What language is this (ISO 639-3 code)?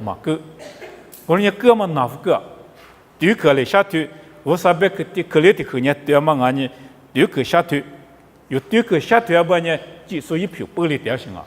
lis